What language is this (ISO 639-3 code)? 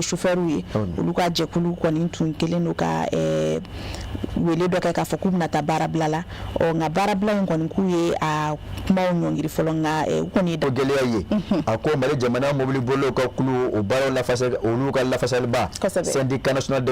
bam